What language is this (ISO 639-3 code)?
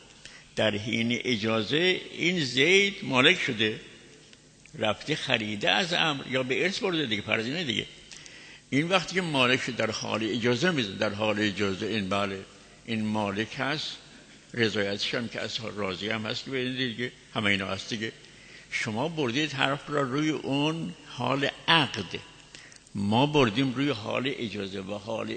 fas